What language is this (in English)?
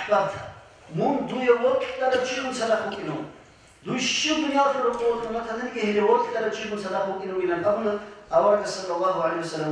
Avaric